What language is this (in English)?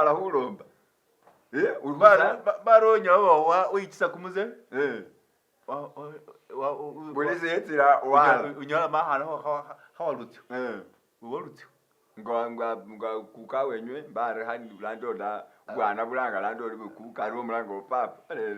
Masaaba